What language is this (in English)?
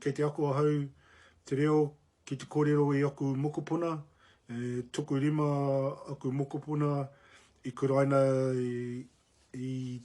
Māori